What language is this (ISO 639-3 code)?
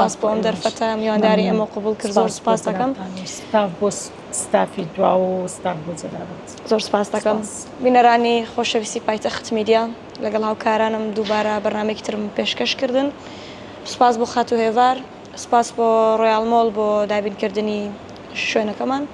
ckb